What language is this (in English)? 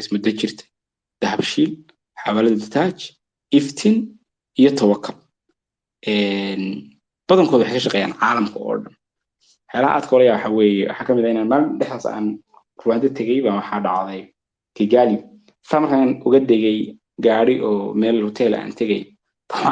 Somali